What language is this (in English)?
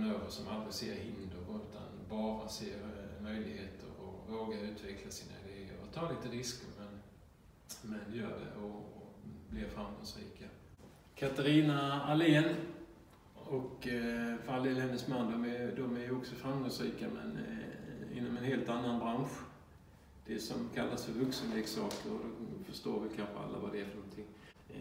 Swedish